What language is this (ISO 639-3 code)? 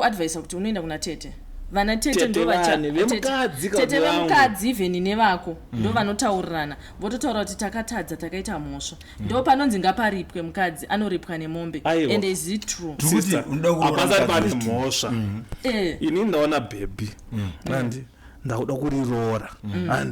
sna